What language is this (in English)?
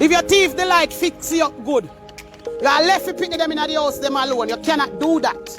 Jamaican Creole English